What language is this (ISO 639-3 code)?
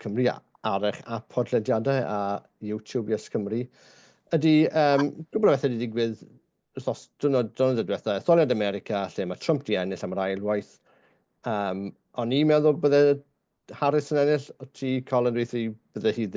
cym